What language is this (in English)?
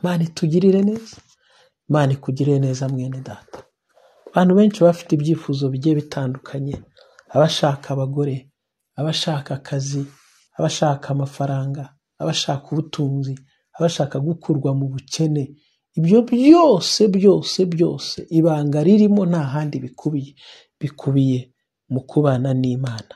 Kinyarwanda